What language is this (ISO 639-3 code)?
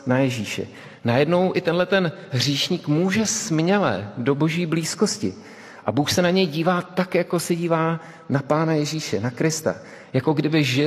ces